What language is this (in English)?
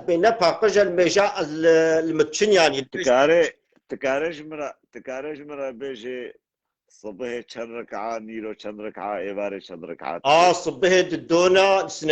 Kurdish